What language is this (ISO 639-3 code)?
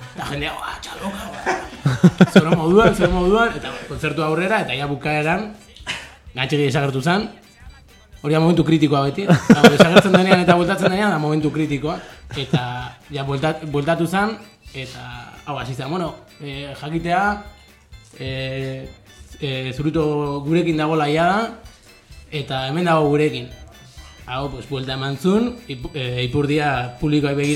eus